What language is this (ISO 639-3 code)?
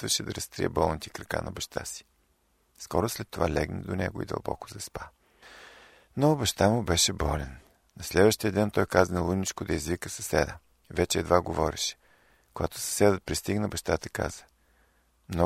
bul